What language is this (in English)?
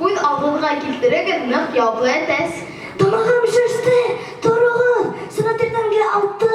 Bashkir